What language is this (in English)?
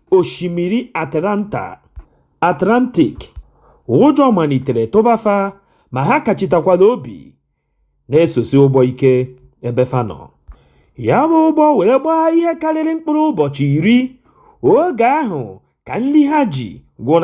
Igbo